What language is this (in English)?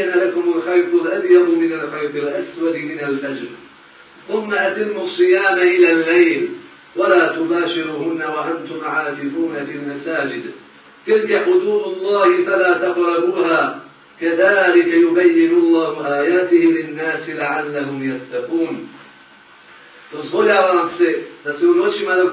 Bosnian